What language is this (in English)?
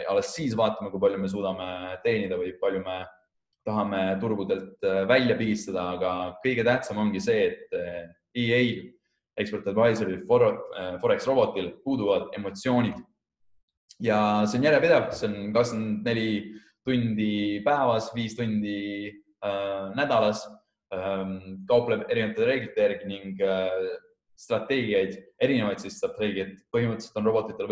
Estonian